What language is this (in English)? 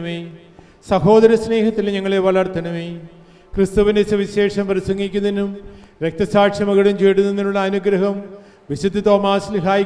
Malayalam